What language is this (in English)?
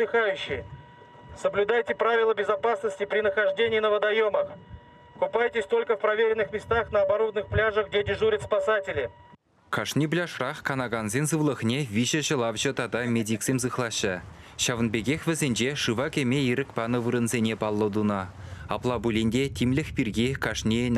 Chuvash